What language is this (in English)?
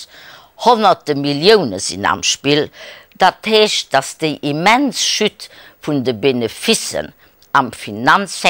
Luxembourgish